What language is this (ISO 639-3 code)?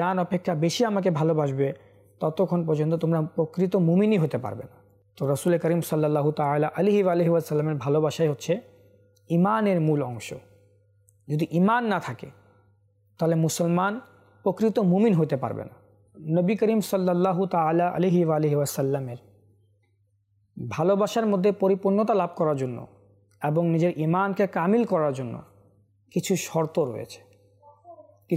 ben